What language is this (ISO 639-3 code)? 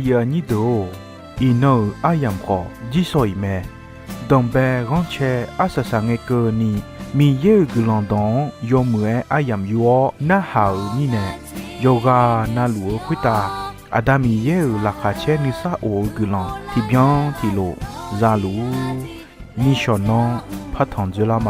ahk